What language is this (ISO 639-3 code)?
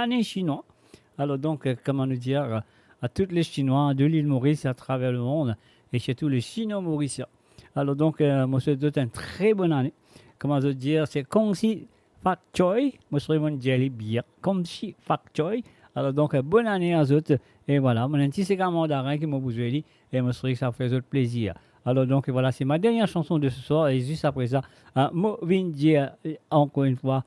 mfe